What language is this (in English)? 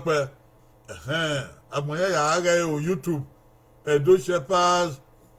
Bini